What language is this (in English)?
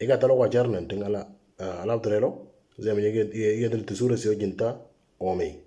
Moro